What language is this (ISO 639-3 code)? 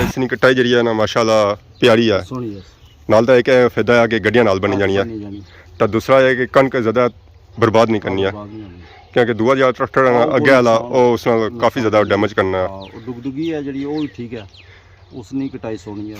phr